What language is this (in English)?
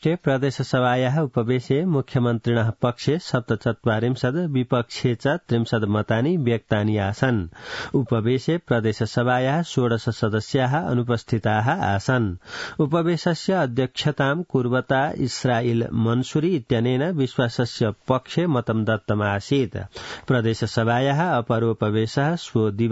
Sanskrit